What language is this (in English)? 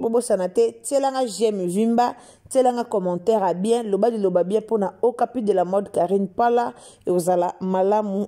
Lingala